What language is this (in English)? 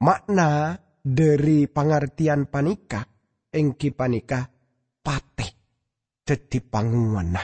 Madurese